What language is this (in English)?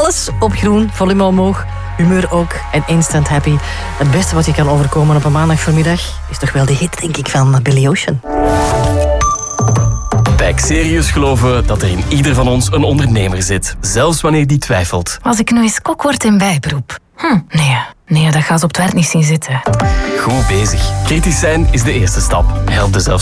Dutch